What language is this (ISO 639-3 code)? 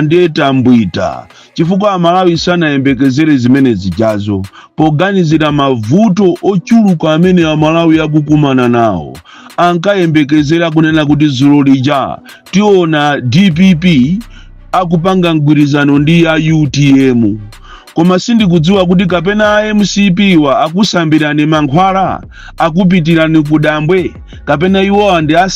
nya